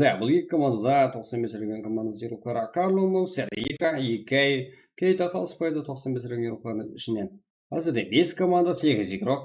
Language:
Kara-Kalpak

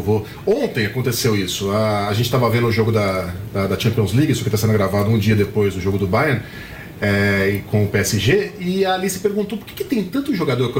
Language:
Portuguese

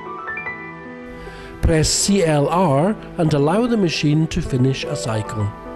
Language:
English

